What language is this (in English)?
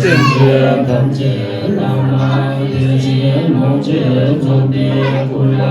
Tibetan